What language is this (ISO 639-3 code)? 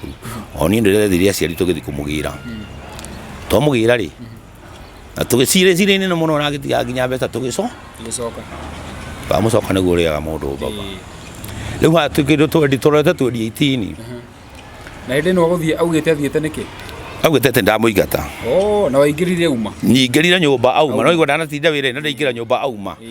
kik